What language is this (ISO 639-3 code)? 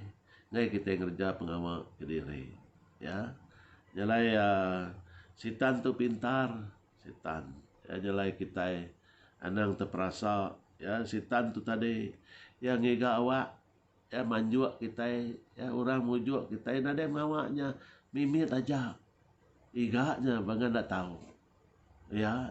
iba